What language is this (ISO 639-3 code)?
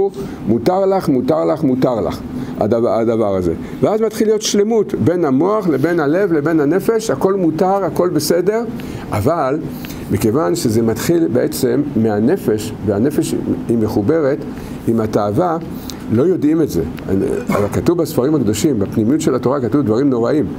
heb